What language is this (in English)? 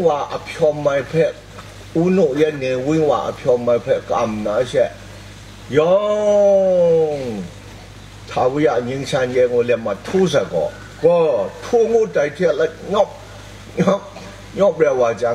Kachin